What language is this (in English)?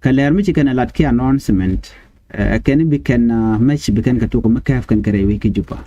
Nuer